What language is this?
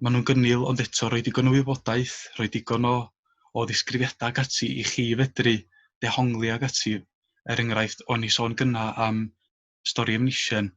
Welsh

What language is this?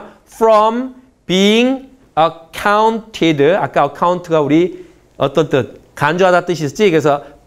Korean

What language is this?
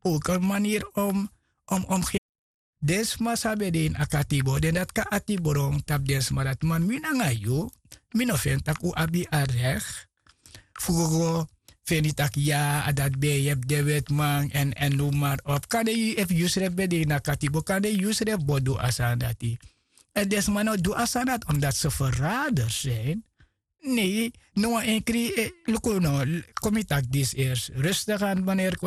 Sranan Tongo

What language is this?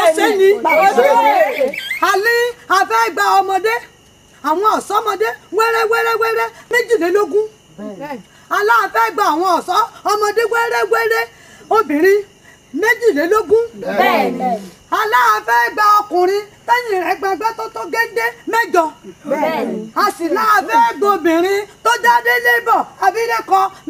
Yoruba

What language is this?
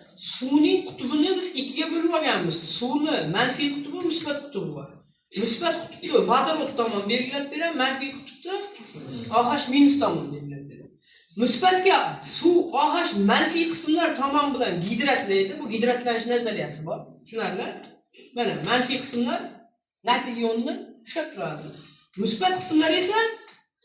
Uzbek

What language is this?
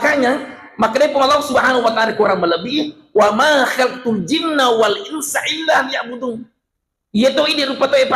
Buginese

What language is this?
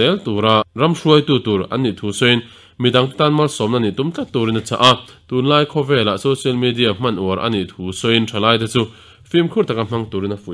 Mizo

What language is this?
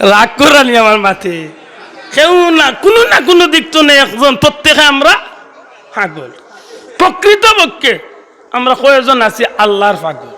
Sylheti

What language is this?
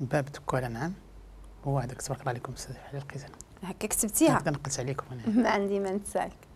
Moroccan Arabic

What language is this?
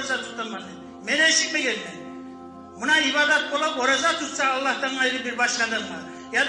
Kumyk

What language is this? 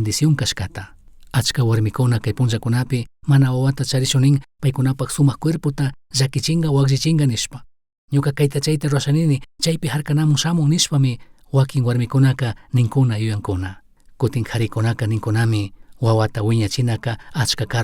Chimborazo Highland Quichua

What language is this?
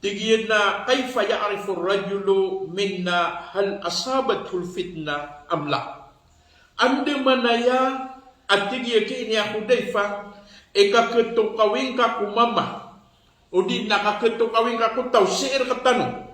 Maranao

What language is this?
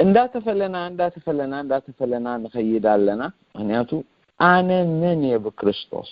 Tigrinya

